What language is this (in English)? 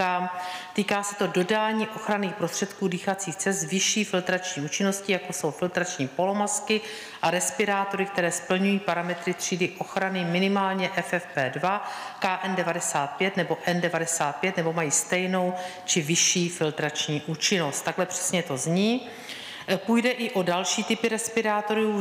Czech